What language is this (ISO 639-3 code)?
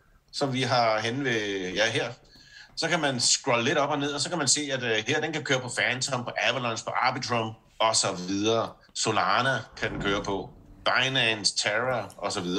dan